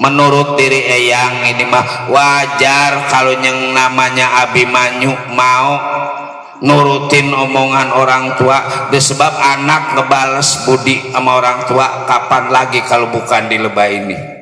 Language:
Betawi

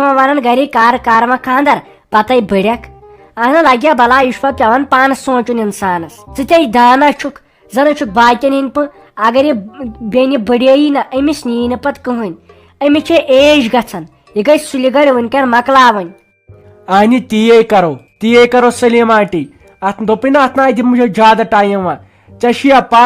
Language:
Kashmiri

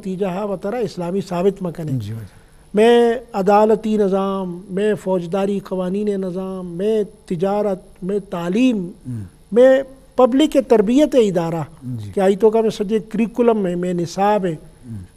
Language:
Eastern Balochi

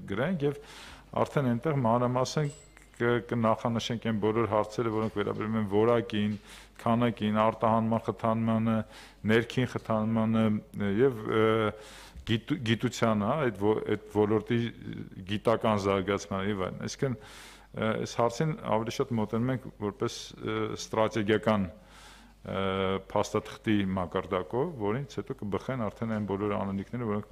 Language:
Armenian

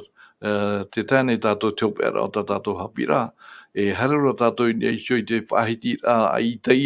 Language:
Tahitian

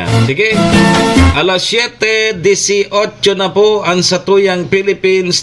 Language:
Bikol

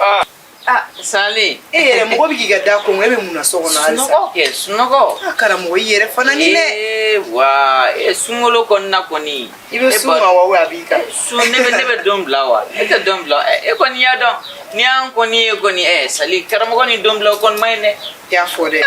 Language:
Bambara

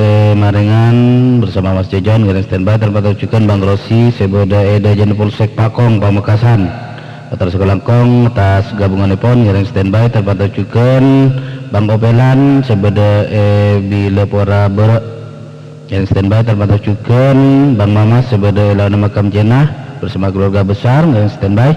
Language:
Madurese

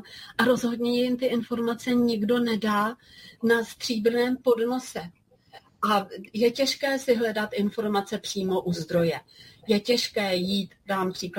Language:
Czech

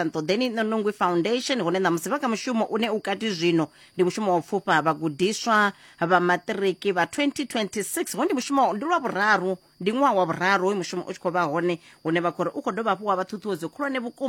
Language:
Venda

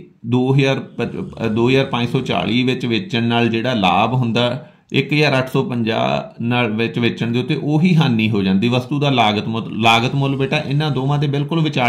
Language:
Punjabi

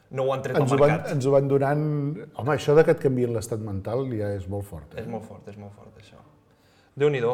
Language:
Catalan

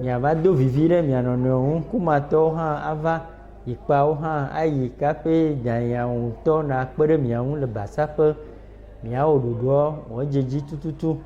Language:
Ewe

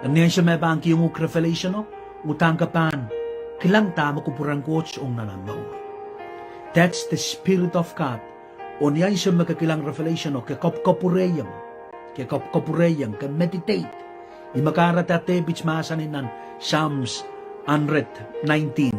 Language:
Pohnpeian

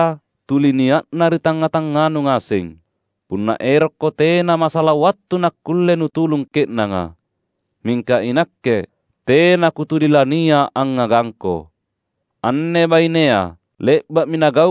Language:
Makasar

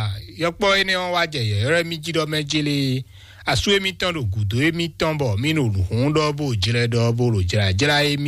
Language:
Fon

